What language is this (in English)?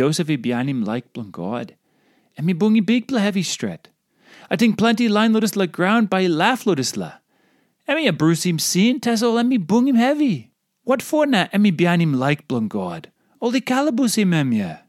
Tok Pisin